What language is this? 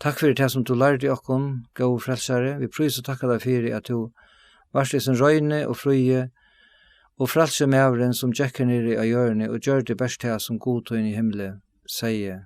Faroese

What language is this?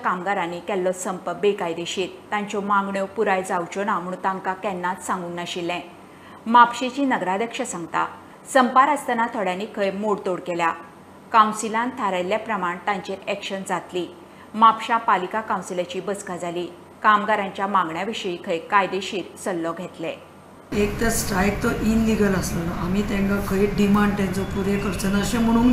Konkani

